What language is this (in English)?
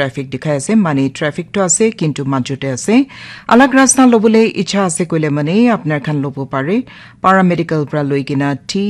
Naga Pidgin